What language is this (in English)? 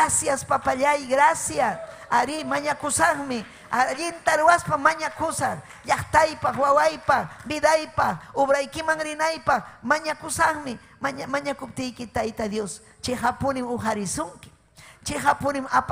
Ayacucho Quechua